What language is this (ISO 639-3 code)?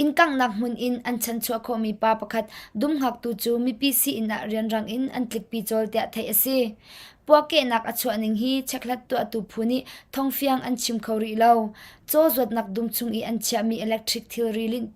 cnh